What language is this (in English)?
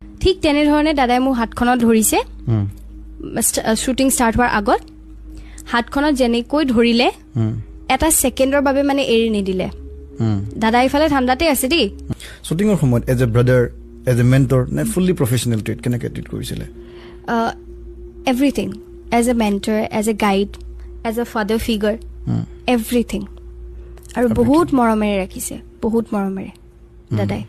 Assamese